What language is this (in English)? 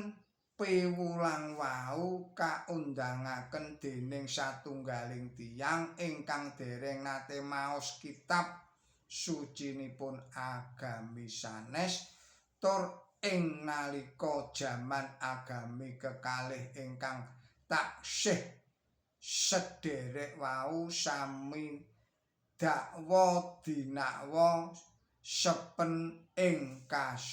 Javanese